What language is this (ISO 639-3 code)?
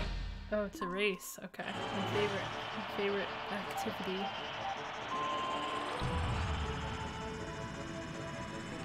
eng